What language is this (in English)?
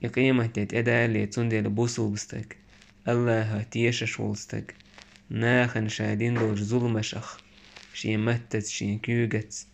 Chechen